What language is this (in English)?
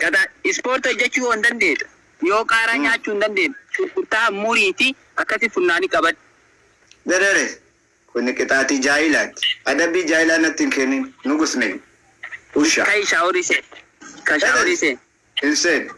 Oromo